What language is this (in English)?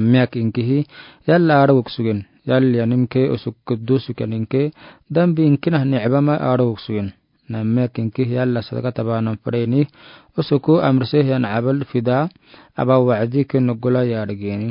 Afar